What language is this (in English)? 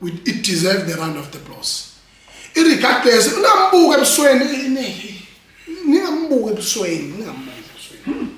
Zulu